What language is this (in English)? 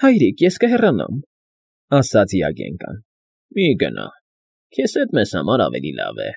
Armenian